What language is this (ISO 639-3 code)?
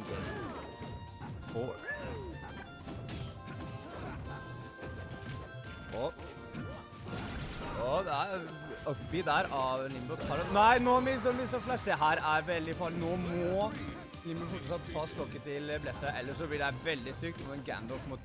nor